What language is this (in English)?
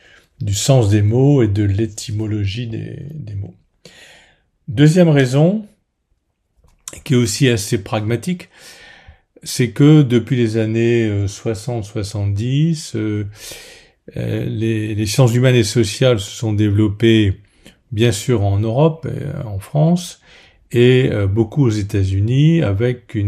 French